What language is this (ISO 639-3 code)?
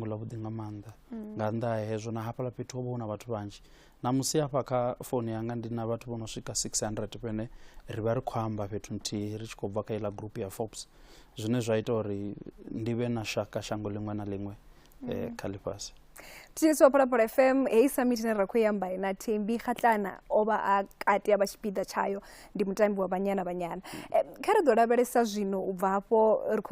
ven